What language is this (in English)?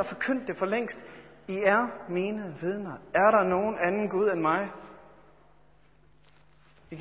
Danish